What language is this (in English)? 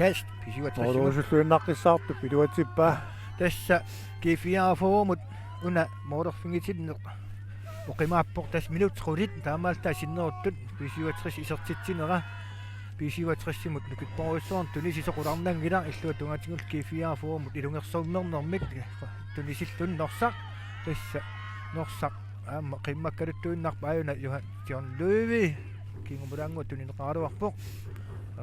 Kalaallisut